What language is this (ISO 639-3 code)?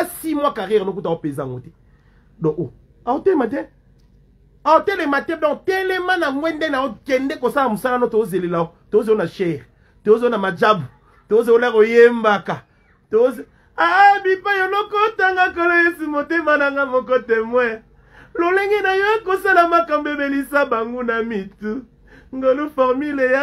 lin